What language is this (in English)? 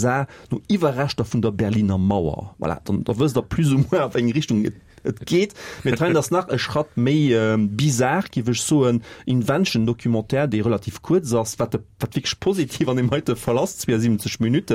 Luxembourgish